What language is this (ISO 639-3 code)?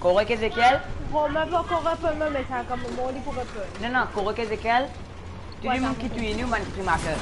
mfe